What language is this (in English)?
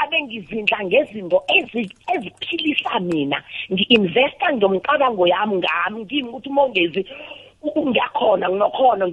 South Ndebele